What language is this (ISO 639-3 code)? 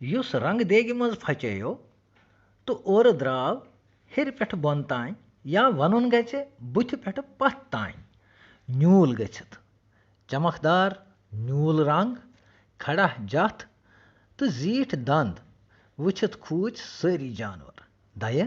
kas